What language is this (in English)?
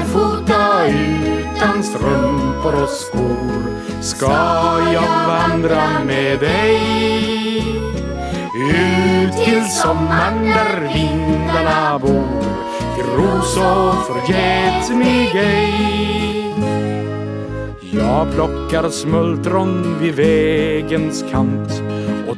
Swedish